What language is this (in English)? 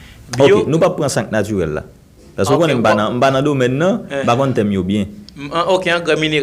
Haitian Creole